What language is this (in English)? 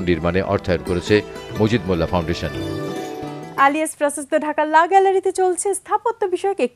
Bangla